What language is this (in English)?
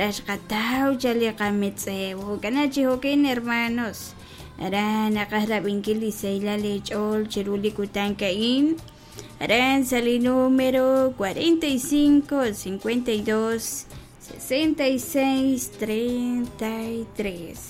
Kekchí